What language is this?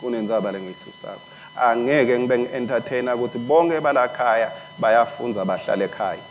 Swati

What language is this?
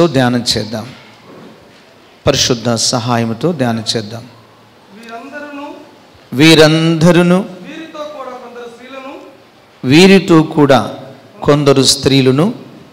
Telugu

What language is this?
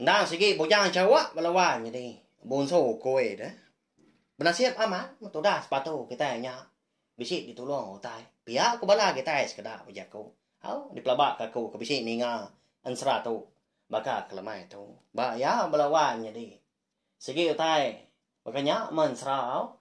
Iban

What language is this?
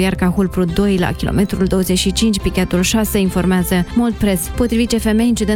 Romanian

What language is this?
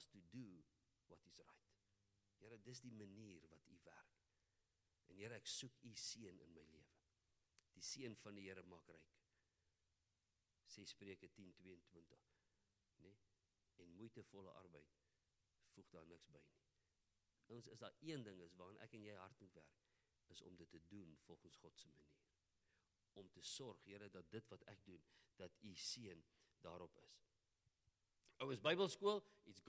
Afrikaans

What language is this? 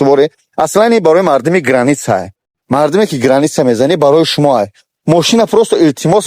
Tajik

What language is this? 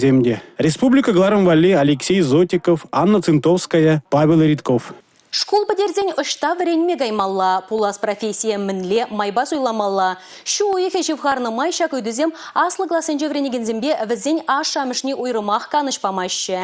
Chuvash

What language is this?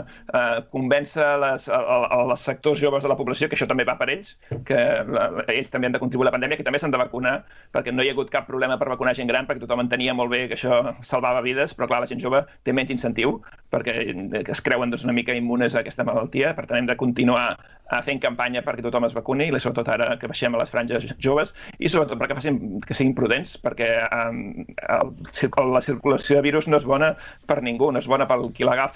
Catalan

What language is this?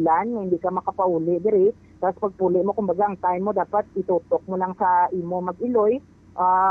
Hiligaynon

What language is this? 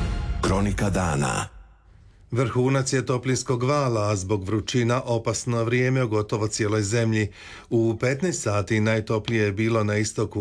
Croatian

